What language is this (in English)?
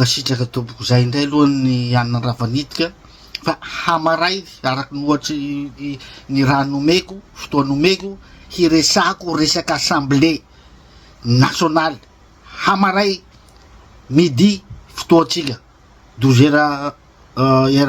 Malagasy